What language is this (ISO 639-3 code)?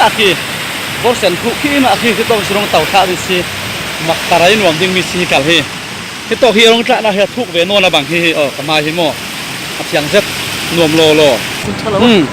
cfm